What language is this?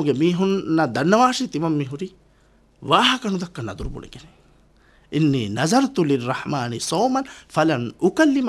Divehi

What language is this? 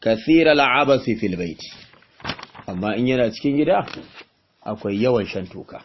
Hausa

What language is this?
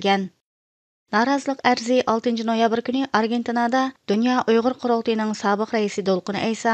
Uyghur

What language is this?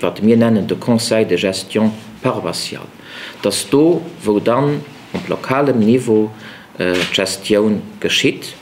Luxembourgish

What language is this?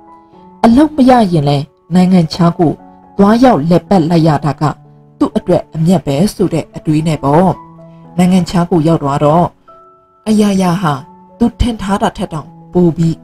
Burmese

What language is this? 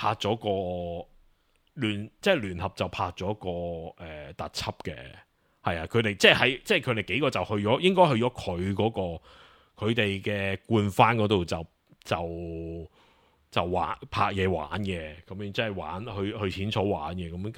Cantonese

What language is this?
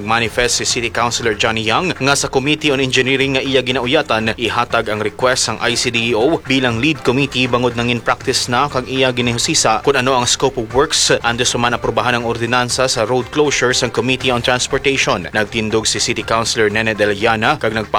Hiligaynon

